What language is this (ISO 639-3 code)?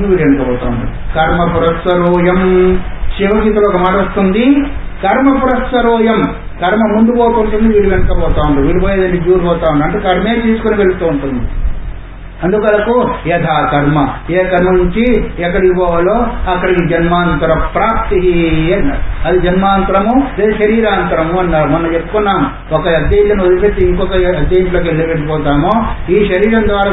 tel